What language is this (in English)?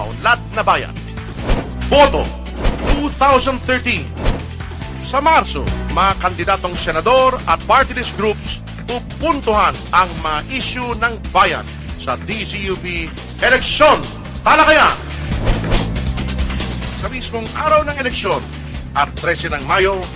Filipino